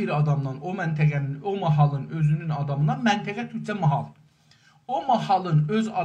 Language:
South Azerbaijani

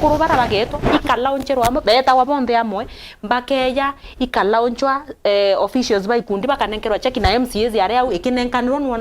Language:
Meru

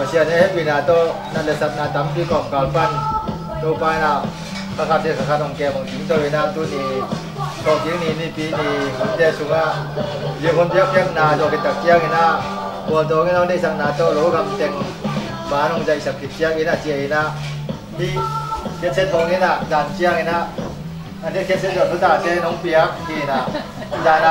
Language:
Tedim Chin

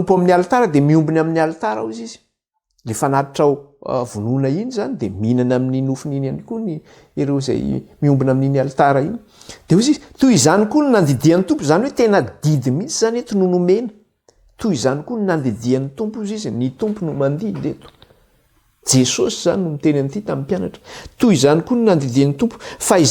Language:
Malagasy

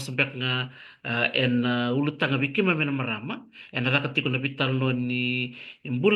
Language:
Fijian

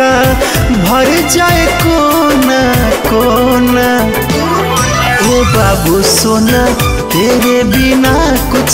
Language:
Bhojpuri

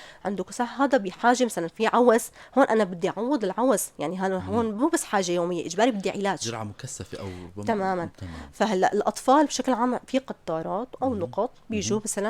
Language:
North Levantine Arabic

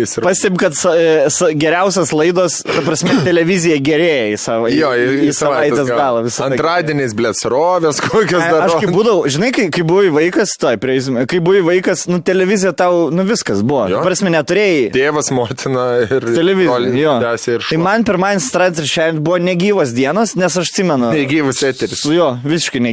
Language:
Lithuanian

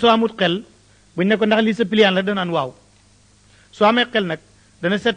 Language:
Wolof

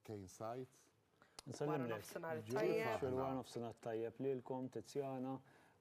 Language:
Maltese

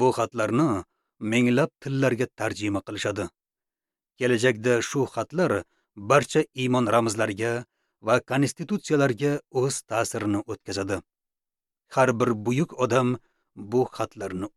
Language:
Uzbek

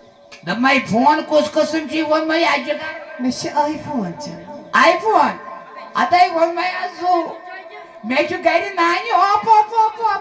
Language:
Kashmiri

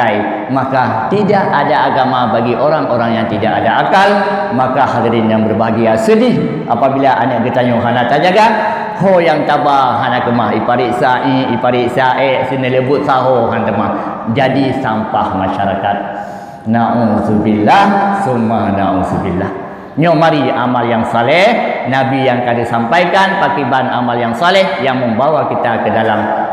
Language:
Achinese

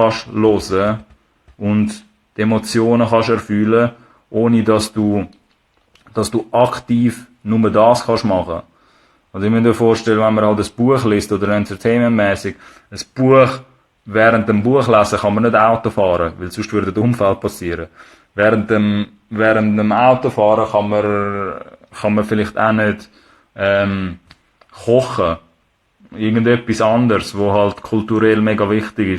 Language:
Swiss German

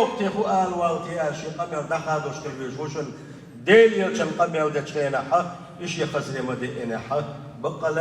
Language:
Chechen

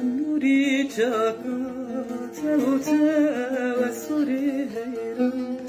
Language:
Zaza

